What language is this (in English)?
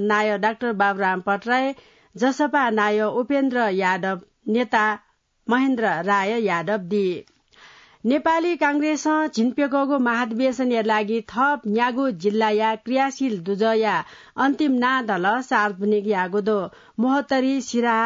Newari